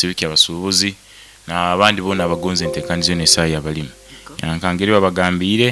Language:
Nyoro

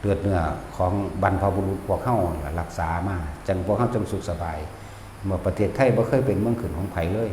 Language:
Northeastern Thai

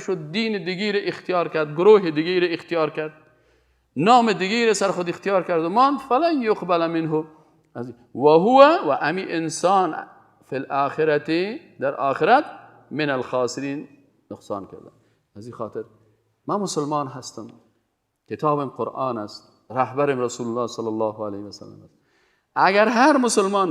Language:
Persian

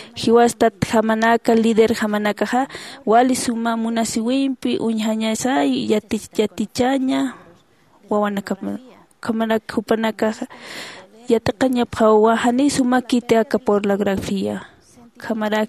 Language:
Aymara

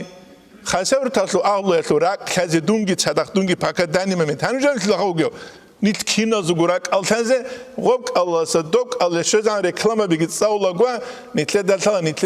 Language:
Avaric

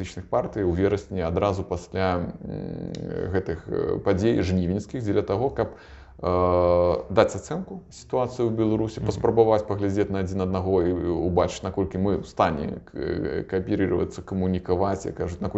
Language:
Belarusian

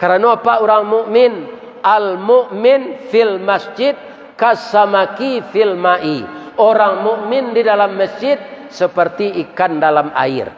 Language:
Minangkabau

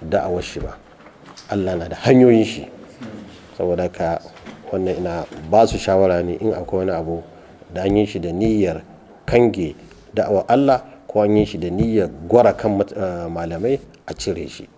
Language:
Hausa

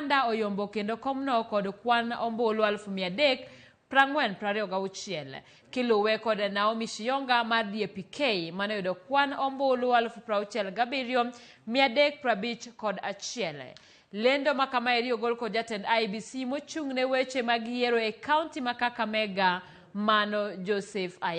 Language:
Luo (Kenya and Tanzania)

